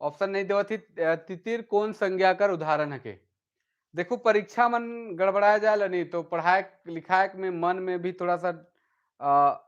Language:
Sadri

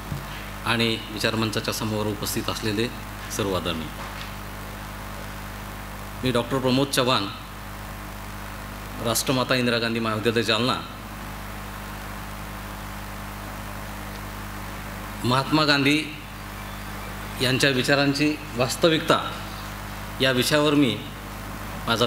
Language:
Marathi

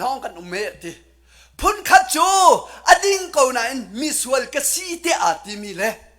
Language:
Hakha Chin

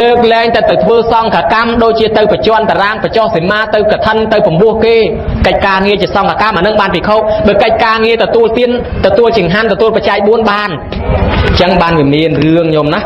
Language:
Khmer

